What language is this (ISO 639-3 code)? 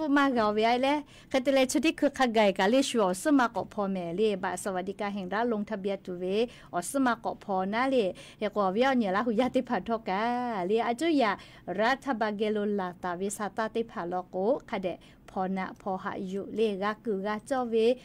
lhu